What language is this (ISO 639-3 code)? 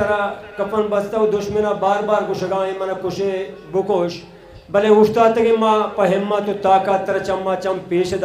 bal